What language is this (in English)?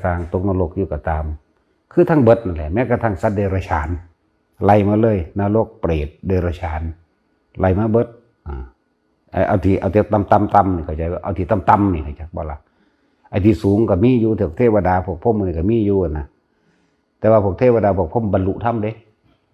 Northeastern Thai